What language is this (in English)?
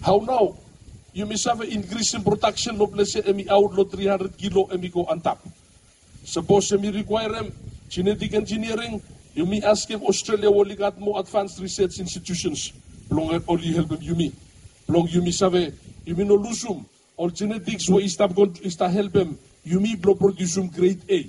Bislama